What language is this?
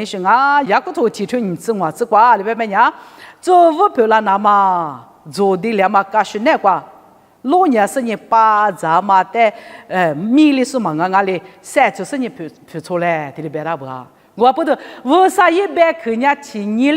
Lisu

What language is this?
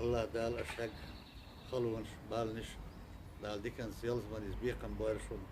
Chechen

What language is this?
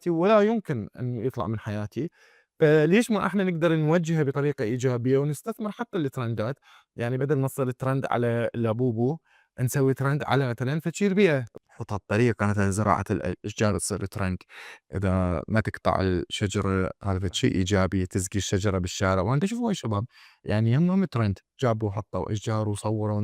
Mesopotamian Arabic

